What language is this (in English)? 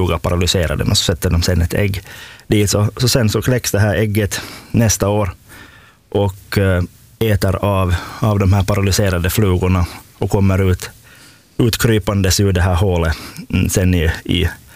Swedish